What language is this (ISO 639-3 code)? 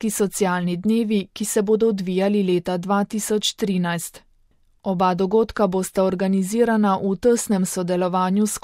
slv